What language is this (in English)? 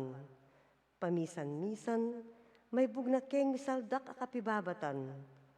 Pampanga